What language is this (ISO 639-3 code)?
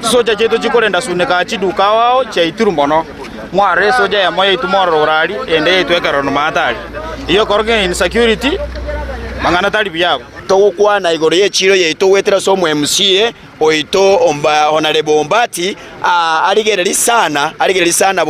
guz